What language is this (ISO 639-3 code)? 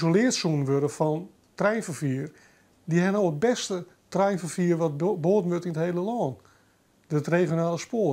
fry